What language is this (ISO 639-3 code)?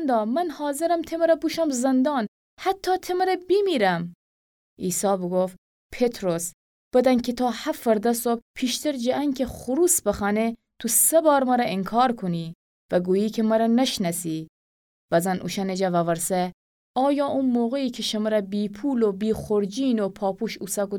glk